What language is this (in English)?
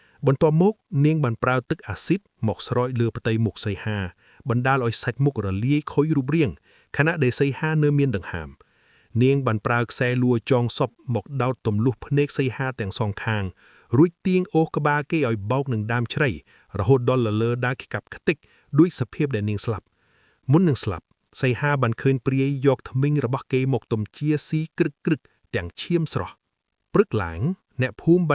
Khmer